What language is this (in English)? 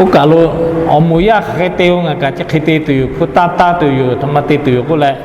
Lahu